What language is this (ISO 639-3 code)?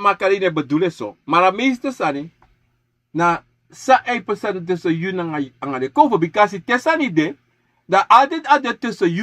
srn